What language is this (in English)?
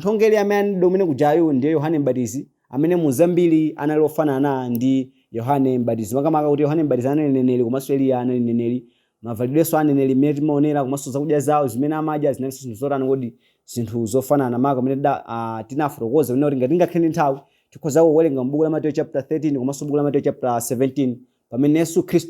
Nyanja